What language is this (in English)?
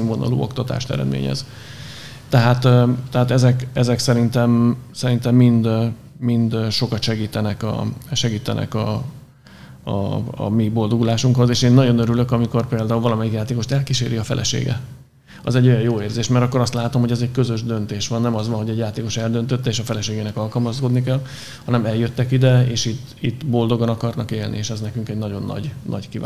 Hungarian